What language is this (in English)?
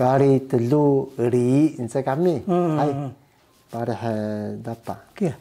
Taroko